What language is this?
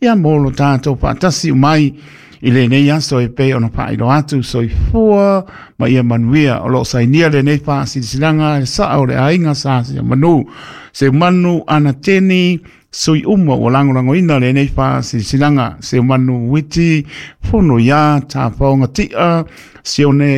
Samoan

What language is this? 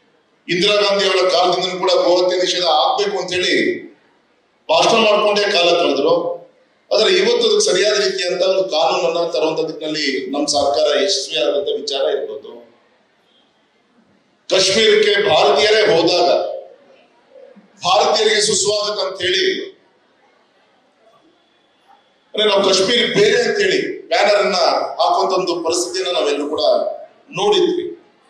Kannada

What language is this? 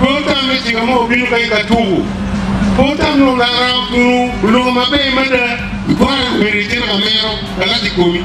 Acoli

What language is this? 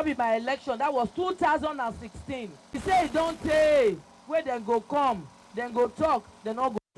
Nigerian Pidgin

